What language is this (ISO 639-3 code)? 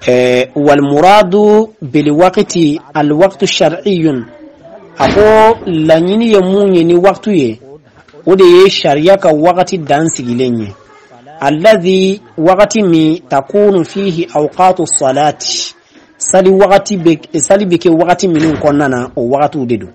bam